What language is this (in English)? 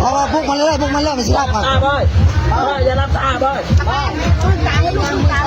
Northeastern Thai